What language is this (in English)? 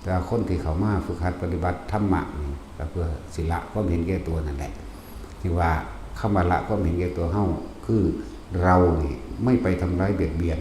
Lao